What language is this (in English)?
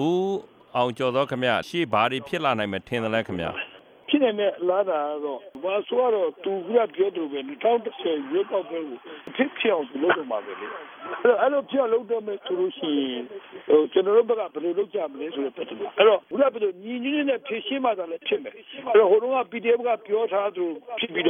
Burmese